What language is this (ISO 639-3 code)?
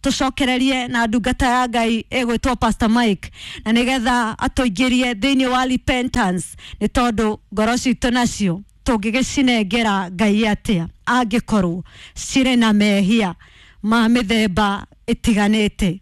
kik